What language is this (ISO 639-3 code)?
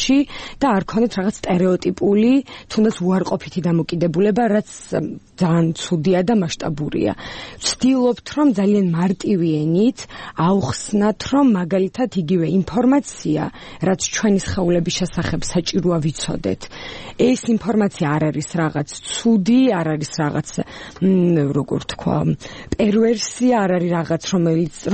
kat